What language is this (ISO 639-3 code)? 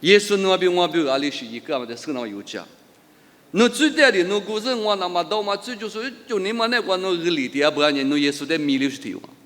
lis